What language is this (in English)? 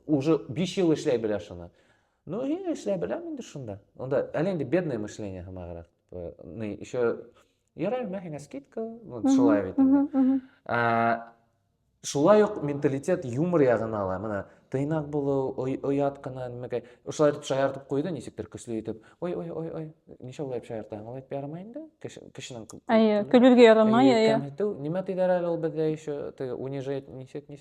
Bashkir